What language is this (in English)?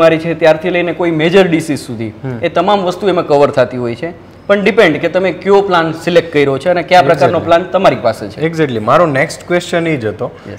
Gujarati